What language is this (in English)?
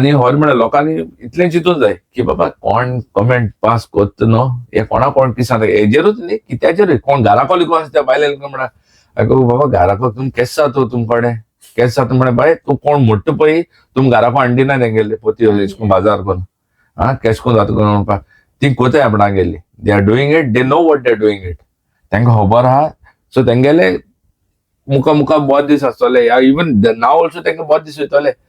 Konkani